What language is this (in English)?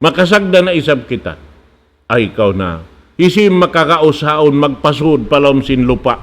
Tausug